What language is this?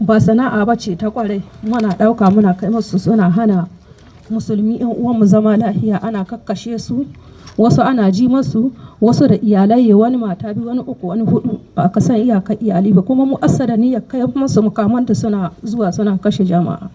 Hausa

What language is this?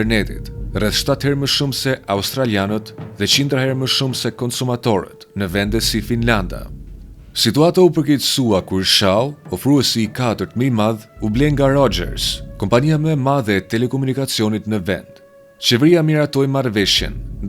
Albanian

